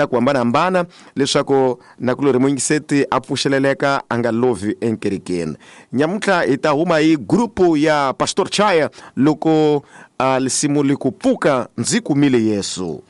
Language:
Tsonga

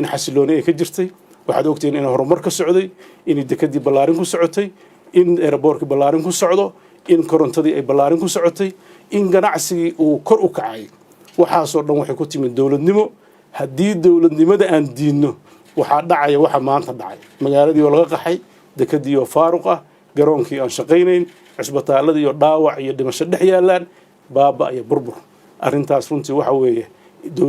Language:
Somali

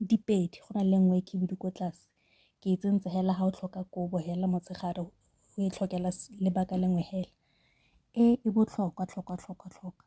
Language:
Tswana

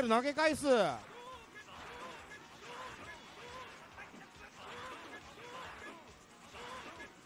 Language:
Japanese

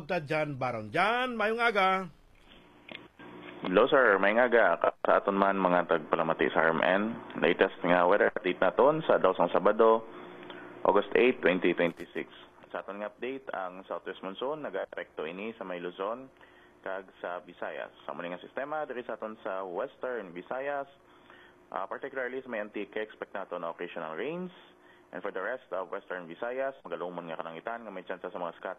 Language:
Hiligaynon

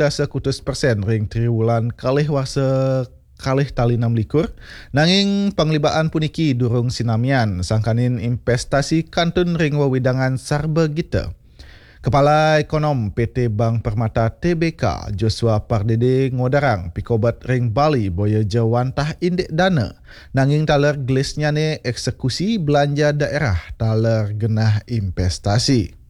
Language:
Balinese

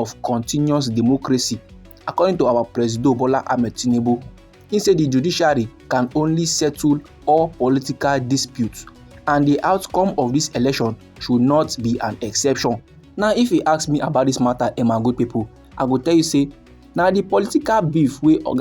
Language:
Nigerian Pidgin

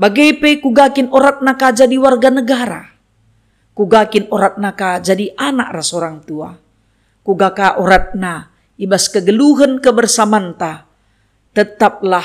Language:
Batak Karo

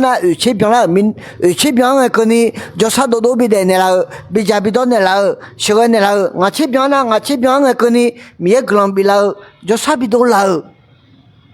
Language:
Akha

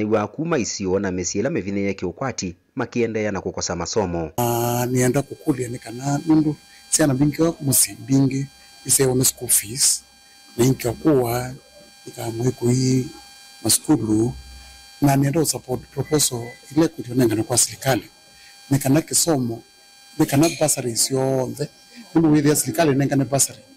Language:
Kamba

